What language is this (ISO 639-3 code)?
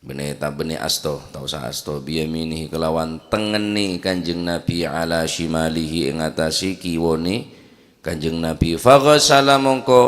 mad